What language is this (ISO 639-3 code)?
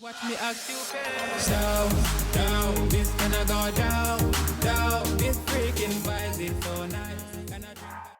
jam